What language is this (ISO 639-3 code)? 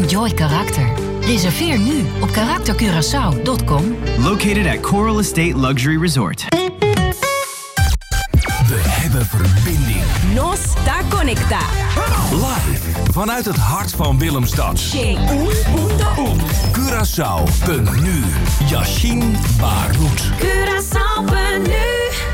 nld